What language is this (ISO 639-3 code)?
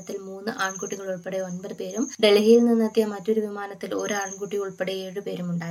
mal